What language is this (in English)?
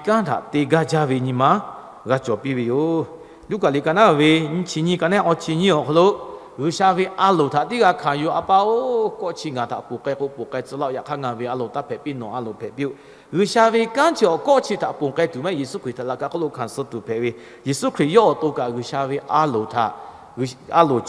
Lahu